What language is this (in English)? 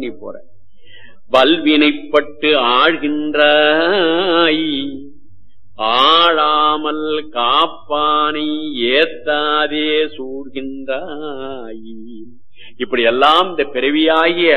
Tamil